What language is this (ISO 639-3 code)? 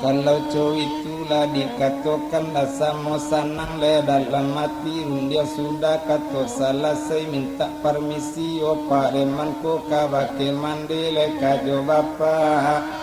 min